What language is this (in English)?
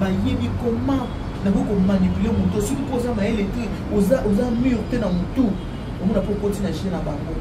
Lingala